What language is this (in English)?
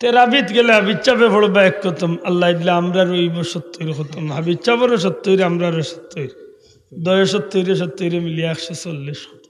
Sylheti